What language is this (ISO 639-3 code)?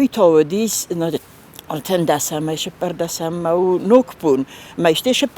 oss